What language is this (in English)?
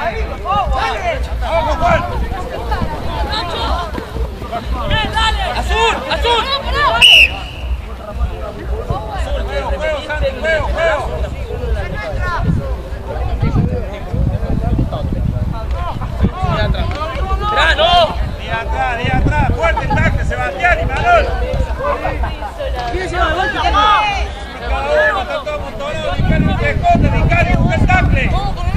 Spanish